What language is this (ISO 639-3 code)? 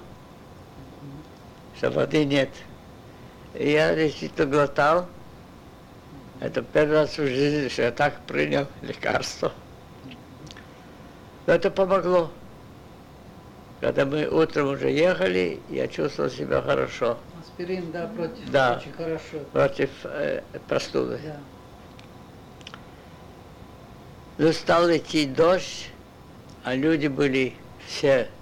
rus